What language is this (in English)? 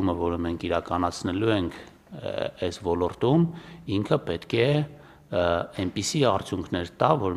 Armenian